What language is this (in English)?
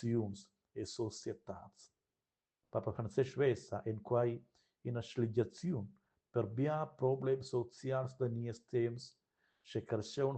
Romansh